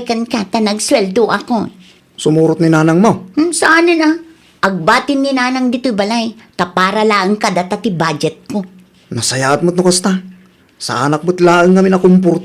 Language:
Iloko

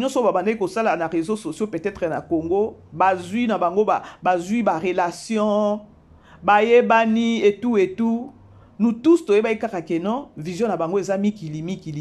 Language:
Lingala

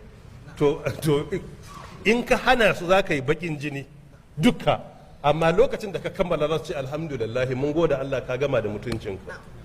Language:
Hausa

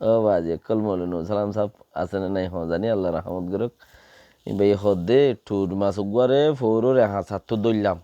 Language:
Rohingya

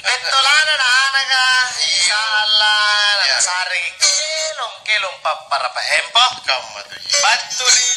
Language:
Makasar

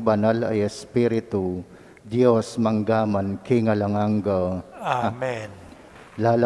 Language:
Pampanga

